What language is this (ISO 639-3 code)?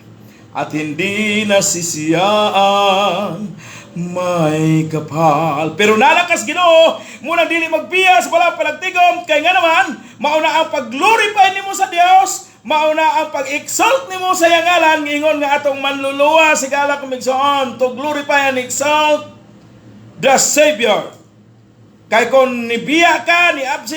ceb